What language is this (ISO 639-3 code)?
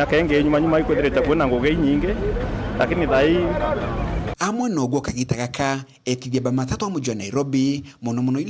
mer